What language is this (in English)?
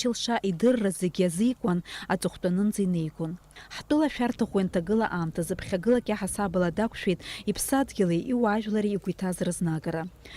Abkhazian